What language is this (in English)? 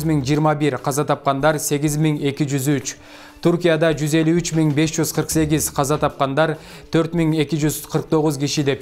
Kyrgyz